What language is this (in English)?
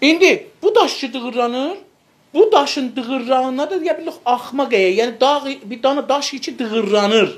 South Azerbaijani